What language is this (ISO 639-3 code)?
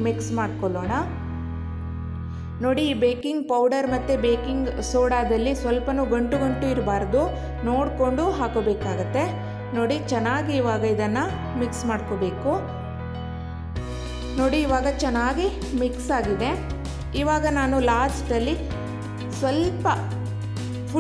kan